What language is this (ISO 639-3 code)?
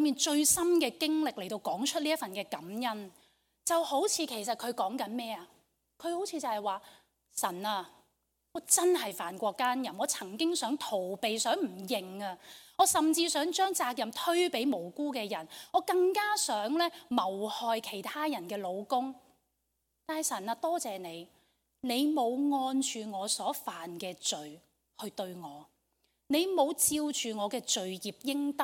yue